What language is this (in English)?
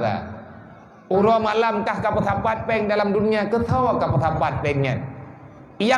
Achinese